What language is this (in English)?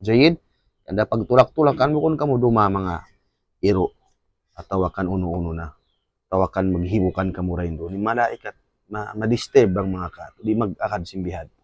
Tausug